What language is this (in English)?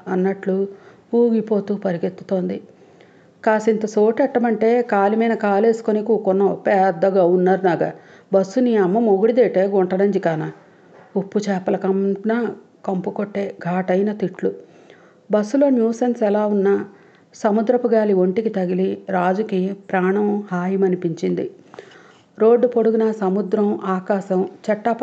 Telugu